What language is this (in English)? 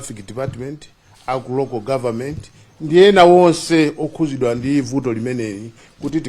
Nyanja